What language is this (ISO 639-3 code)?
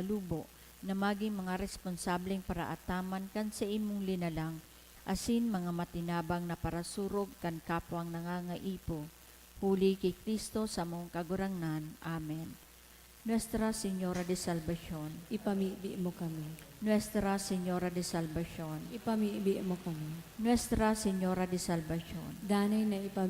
bik